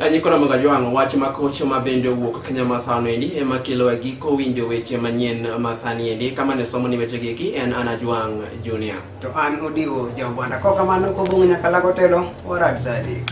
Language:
Luo (Kenya and Tanzania)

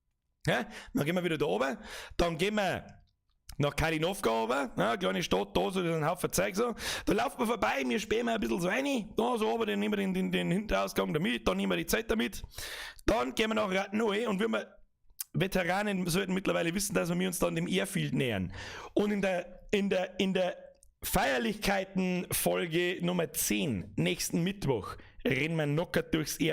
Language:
Bavarian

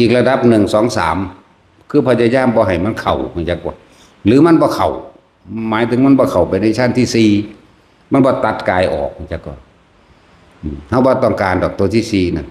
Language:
Northeastern Thai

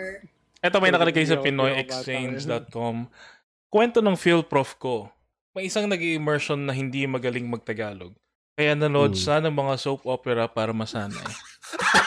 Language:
Filipino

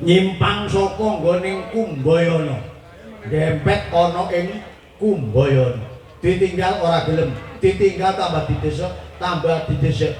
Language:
Javanese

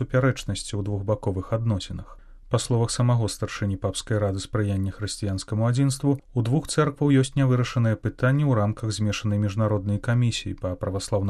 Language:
Belarusian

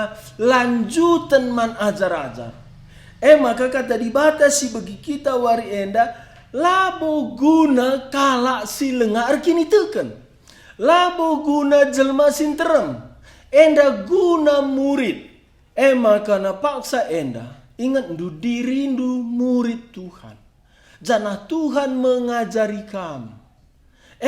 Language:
Batak Karo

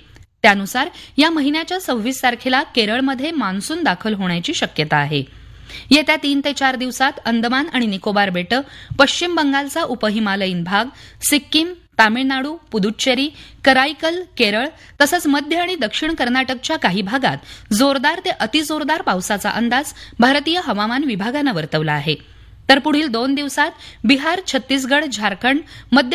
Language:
Marathi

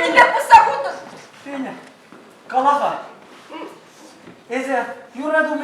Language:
Chuvash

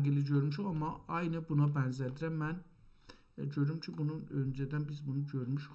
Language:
South Azerbaijani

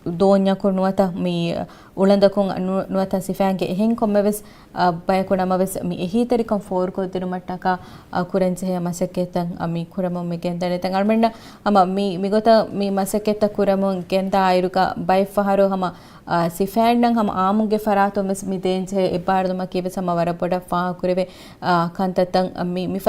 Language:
Divehi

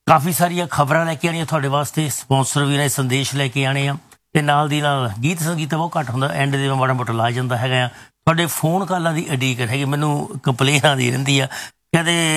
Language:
Punjabi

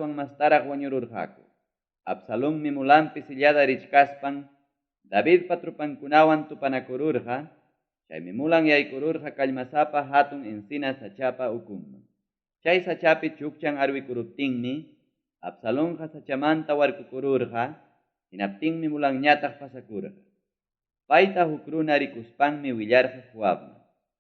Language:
Ayacucho Quechua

